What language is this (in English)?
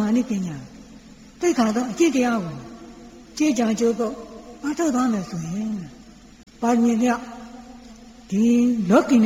Burmese